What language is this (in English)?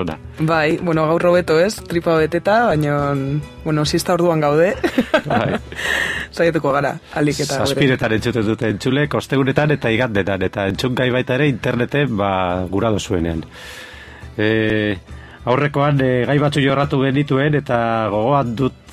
Basque